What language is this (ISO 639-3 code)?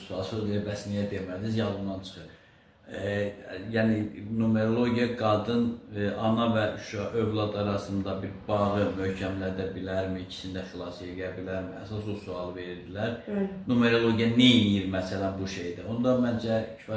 aze